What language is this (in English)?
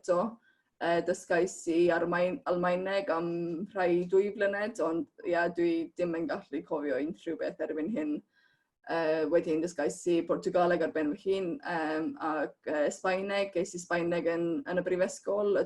Welsh